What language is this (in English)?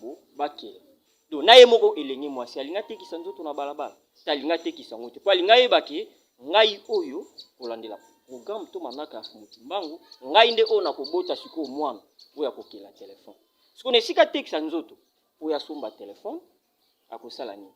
Lingala